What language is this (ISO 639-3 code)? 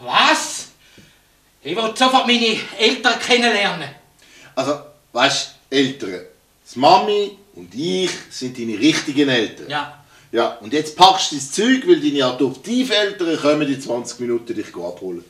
gsw